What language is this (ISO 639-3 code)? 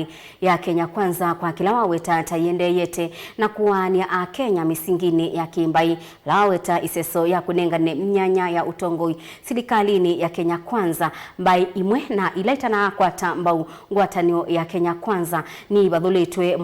kam